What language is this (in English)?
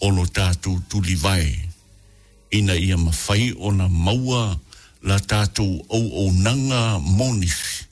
Samoan